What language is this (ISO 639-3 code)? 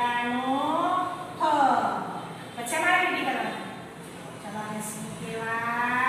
guj